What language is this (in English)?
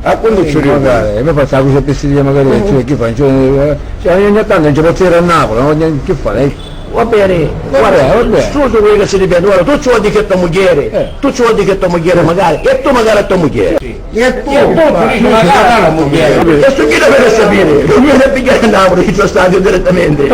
Sicilian